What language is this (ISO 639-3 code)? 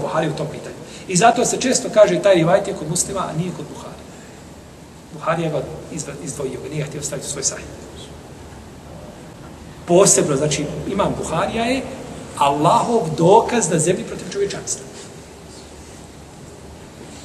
bos